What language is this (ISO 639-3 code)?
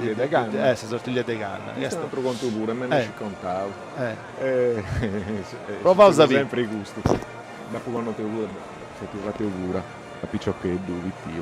srd